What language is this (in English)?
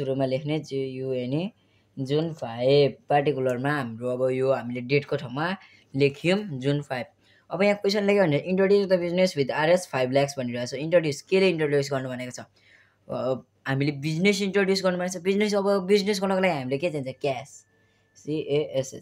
Nepali